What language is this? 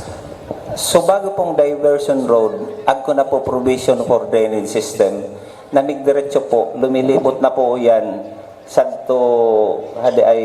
Bikol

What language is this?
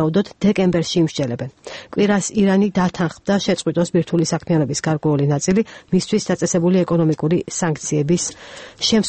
Georgian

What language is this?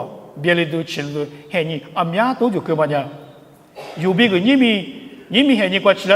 Lisu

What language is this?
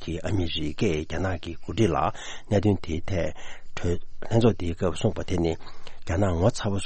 Tibetan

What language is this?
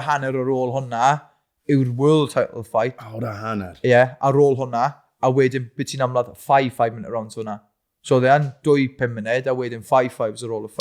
Welsh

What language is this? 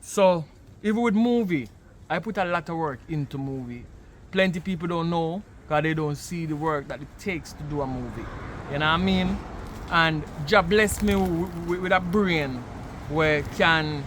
Jamaican Creole English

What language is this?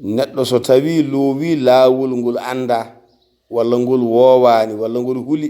Fula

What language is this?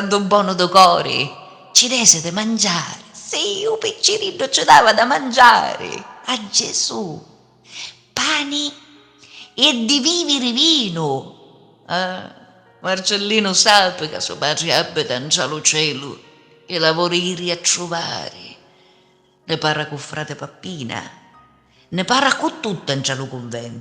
Sicilian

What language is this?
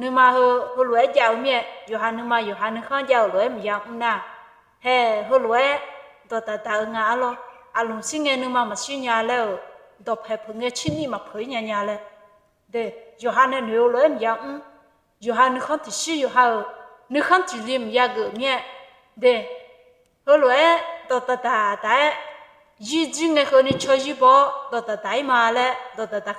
Akha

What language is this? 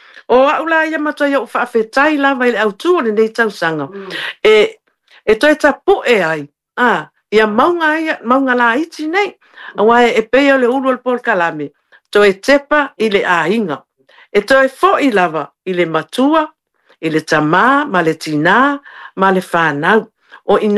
Samoan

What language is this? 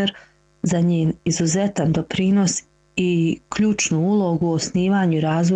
Bosnian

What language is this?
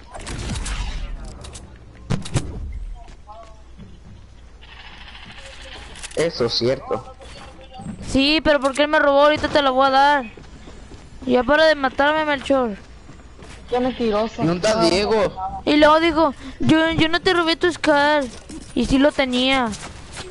Spanish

